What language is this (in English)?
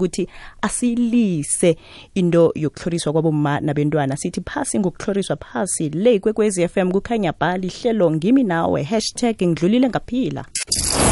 South Ndebele